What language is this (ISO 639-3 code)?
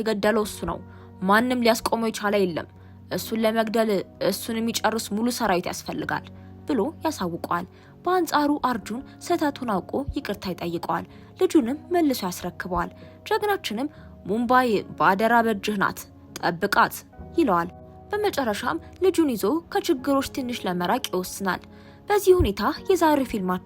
amh